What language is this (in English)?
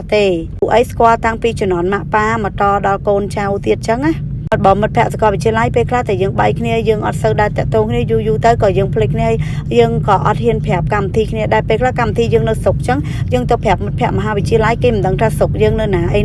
Khmer